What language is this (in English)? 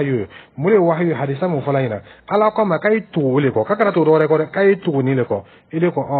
Dyula